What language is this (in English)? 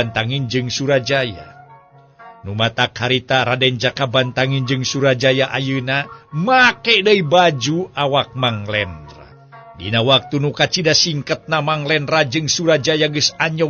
Sundanese